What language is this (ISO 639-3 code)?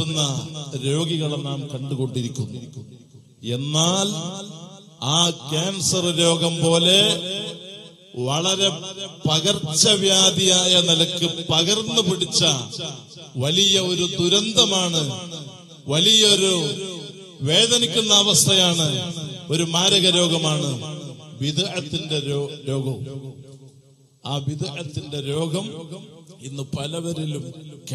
mal